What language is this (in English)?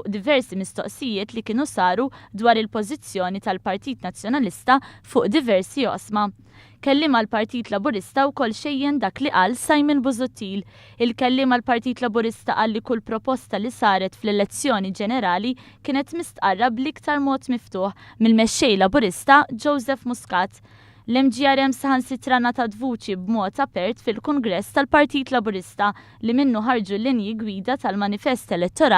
Maltese